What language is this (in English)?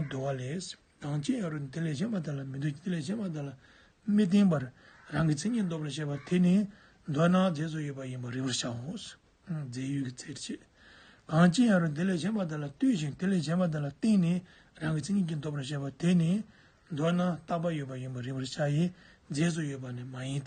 Tibetan